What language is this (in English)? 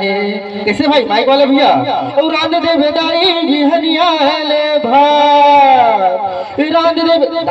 Chhattisgarhi